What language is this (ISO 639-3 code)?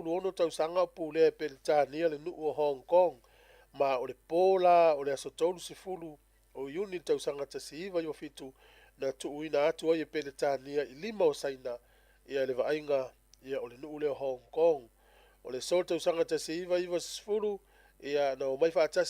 smo